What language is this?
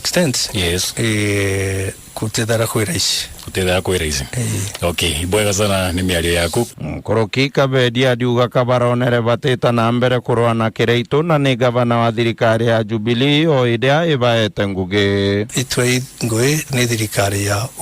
Meru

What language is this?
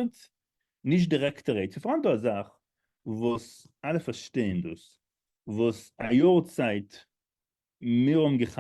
Yiddish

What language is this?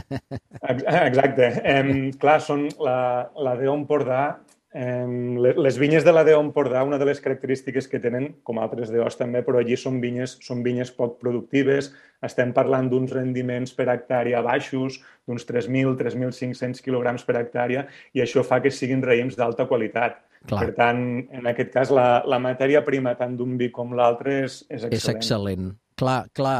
Catalan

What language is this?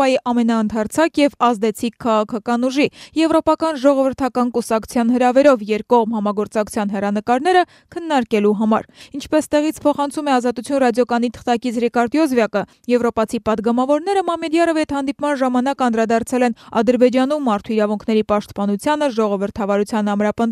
Armenian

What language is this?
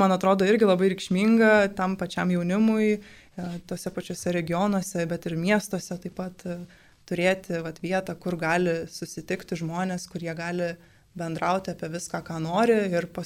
Lithuanian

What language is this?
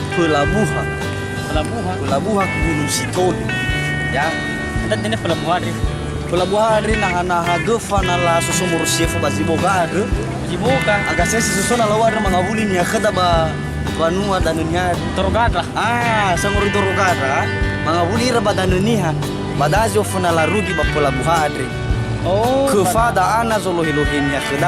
Nias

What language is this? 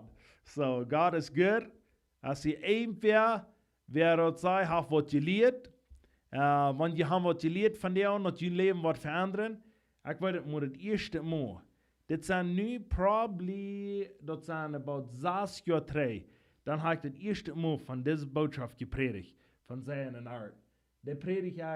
Plautdietsch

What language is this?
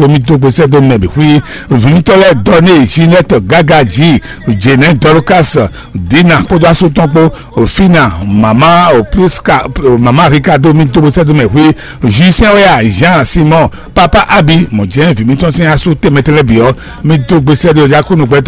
Fon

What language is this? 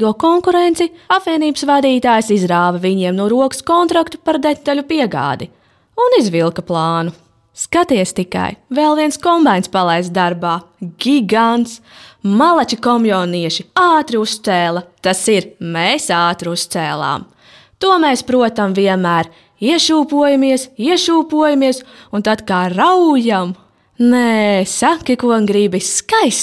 Latvian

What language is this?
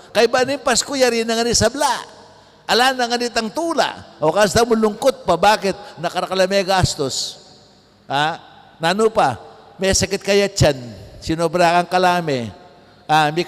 Pampanga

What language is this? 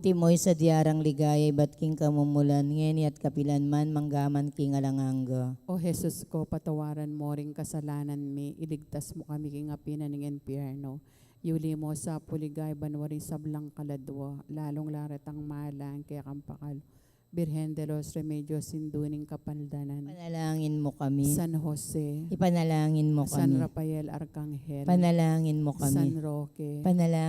Pampanga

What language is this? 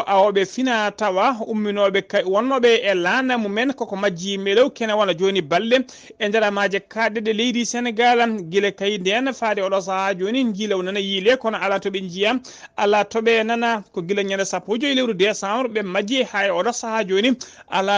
Fula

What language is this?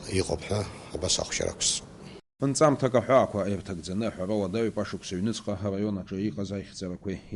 Abkhazian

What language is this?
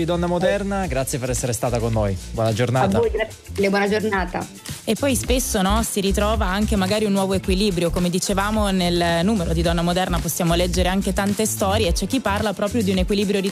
Italian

